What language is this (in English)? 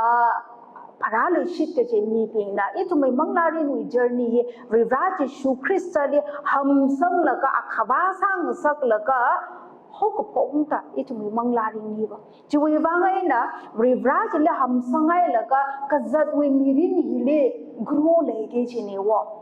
Tangkhul Naga (India)